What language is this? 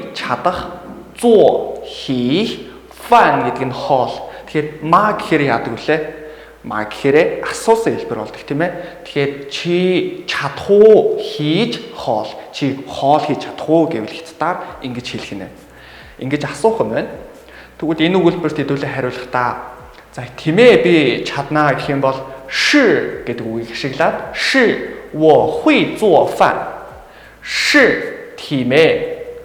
Mongolian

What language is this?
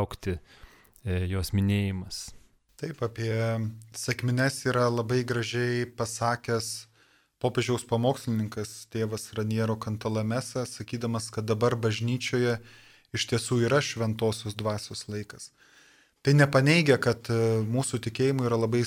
Lithuanian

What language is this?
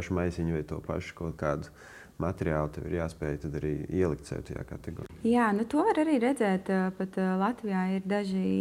Latvian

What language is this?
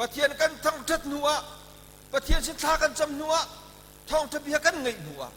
Hakha Chin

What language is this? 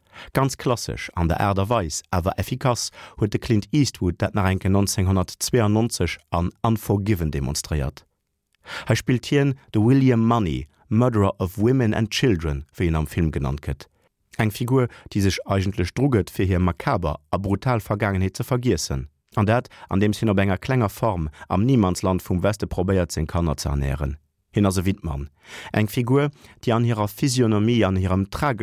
Luxembourgish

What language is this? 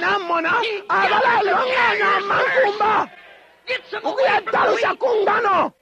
Bemba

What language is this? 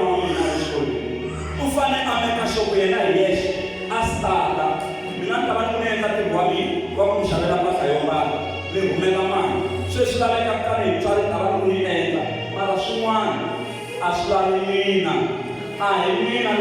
Tsonga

